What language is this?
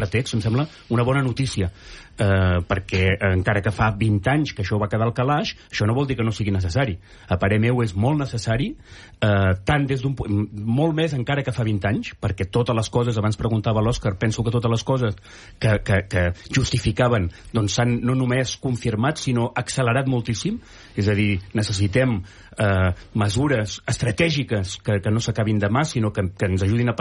Catalan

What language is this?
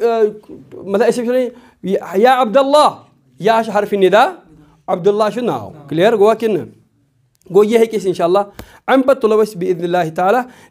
Kashmiri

